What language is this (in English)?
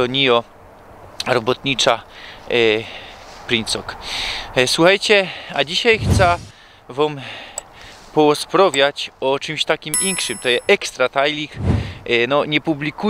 Silesian